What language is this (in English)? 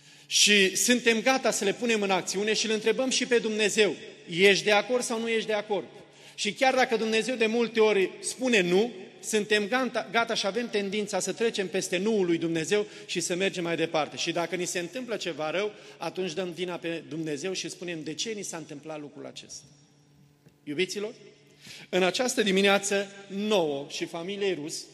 Romanian